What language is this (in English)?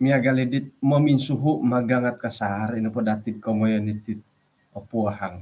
Central Dusun